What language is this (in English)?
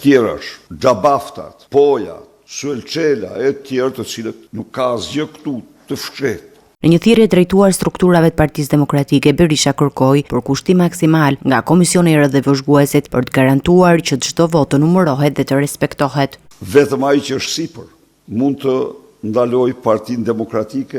Albanian